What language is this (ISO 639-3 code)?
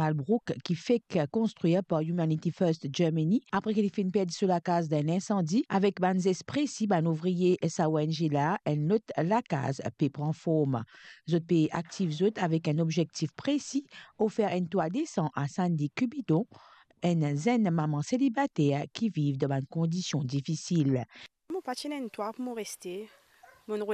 mfe